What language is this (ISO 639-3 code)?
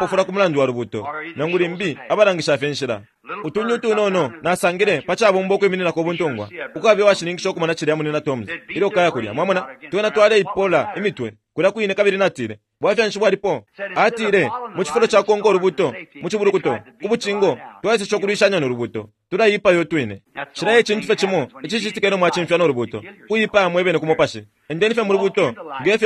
bem